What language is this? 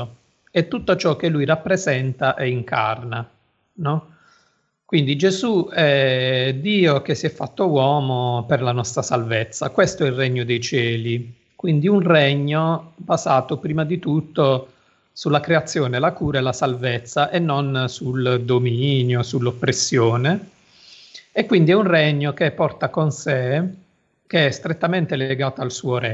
Italian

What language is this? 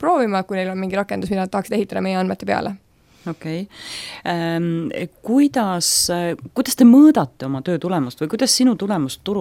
Estonian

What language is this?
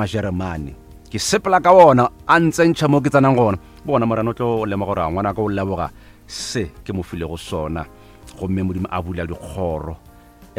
Northern Sotho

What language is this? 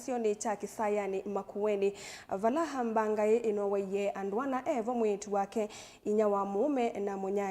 Kamba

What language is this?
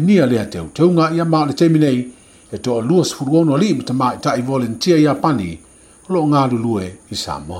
Samoan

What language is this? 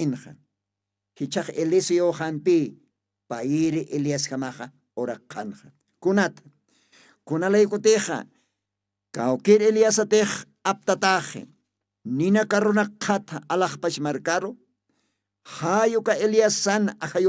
Aymara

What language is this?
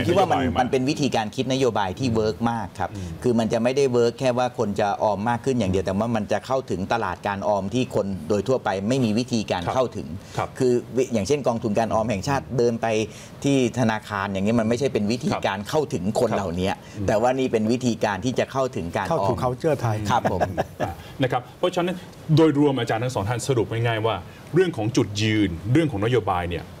Thai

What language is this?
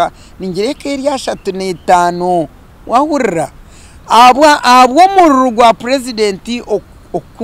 Nyankole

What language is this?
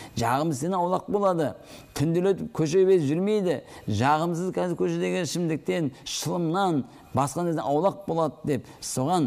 Kazakh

